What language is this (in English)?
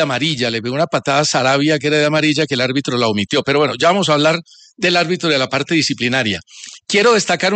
Spanish